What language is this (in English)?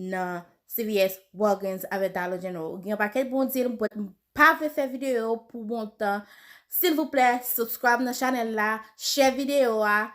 Haitian Creole